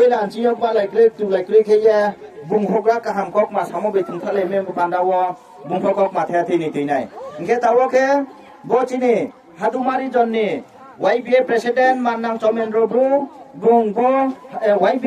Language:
Riang (India)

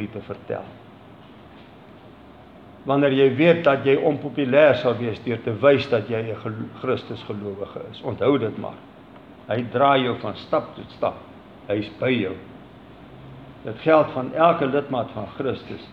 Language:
Afrikaans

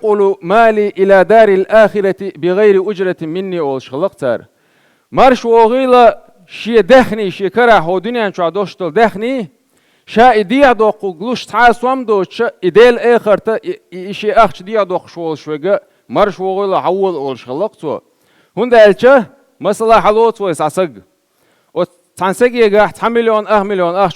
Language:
Chechen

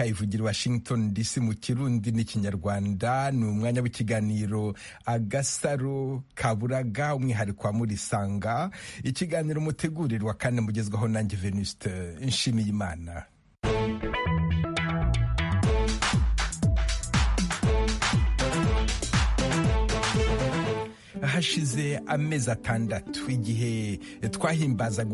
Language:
Kinyarwanda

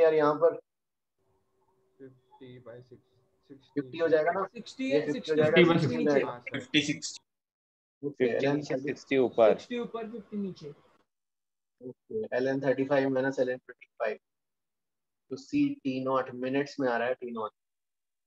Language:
Hindi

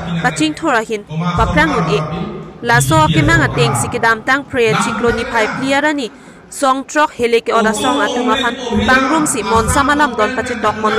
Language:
Karbi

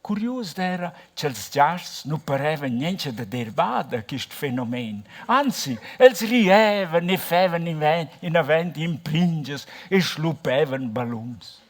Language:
Romansh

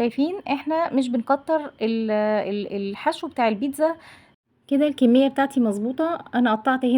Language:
Egyptian Arabic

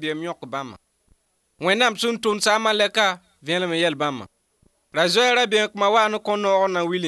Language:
Mossi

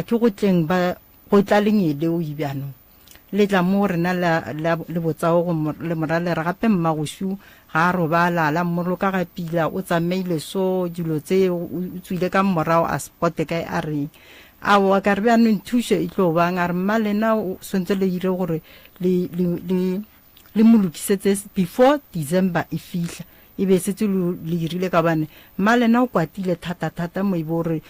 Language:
Northern Sotho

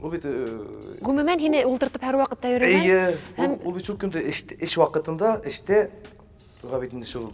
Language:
Bashkir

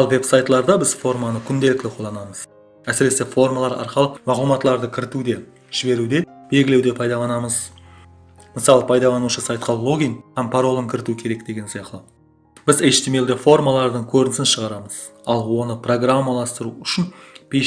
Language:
Kara-Kalpak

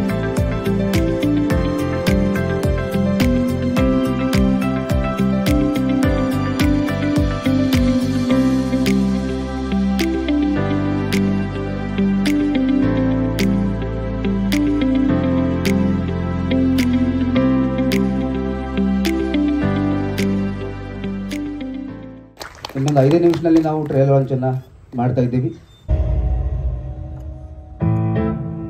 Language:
Kannada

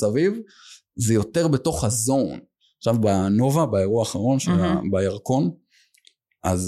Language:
Hebrew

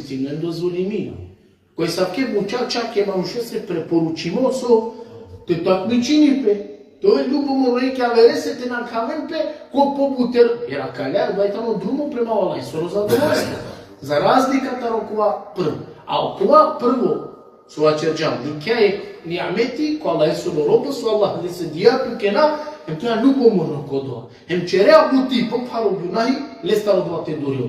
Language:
Balkan Romani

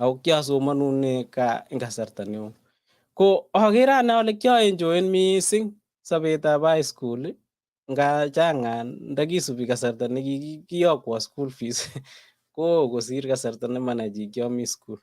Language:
Kalenjin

